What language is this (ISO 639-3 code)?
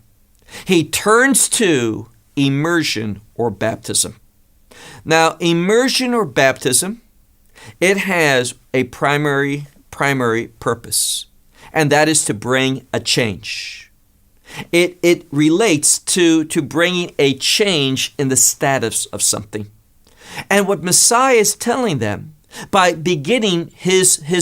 eng